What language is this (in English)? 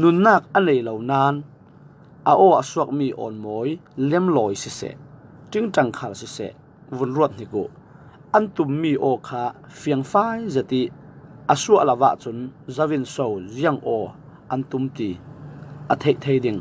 Falam Chin